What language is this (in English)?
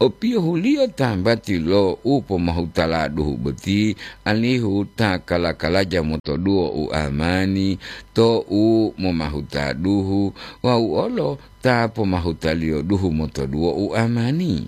Gorontalo